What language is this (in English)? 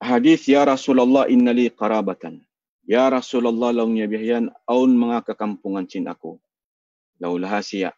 Tausug